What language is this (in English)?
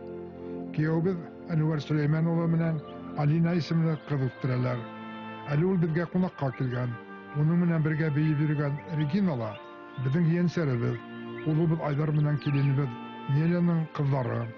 Bashkir